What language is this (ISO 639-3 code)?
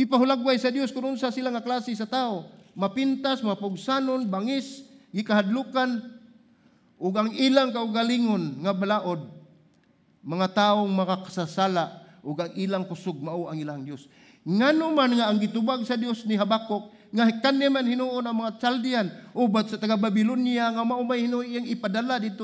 ceb